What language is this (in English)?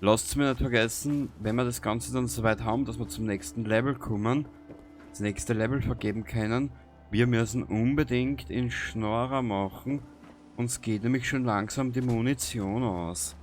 Bavarian